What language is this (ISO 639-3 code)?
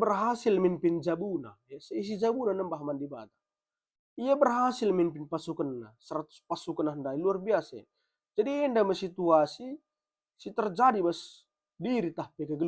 btx